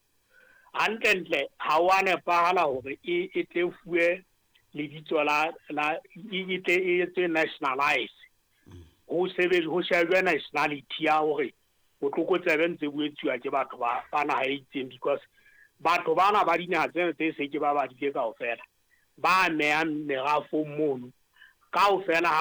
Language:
Southern Sotho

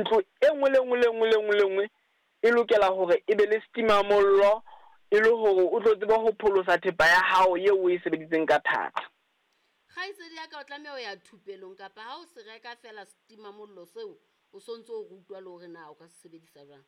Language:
Southern Sotho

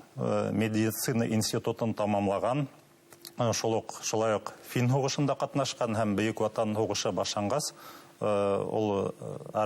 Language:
Bashkir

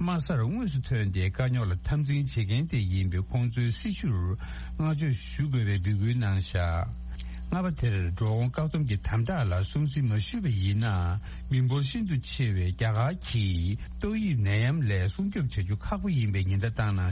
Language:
Tibetan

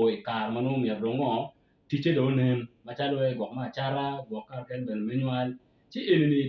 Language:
Acoli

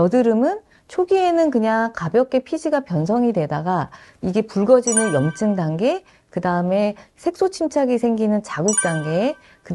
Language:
Korean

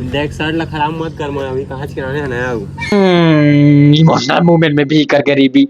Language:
Chhattisgarhi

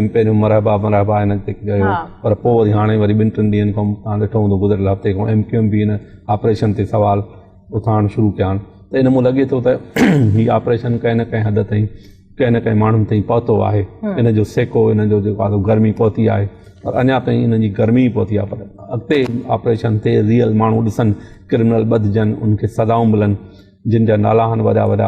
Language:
Sindhi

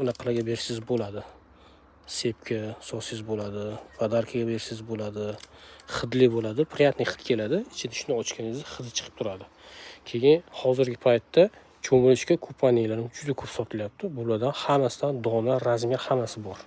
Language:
Uzbek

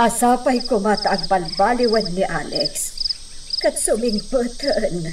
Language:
Iloko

